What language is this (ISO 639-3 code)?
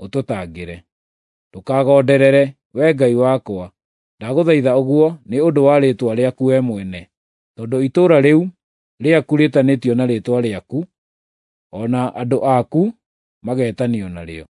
kik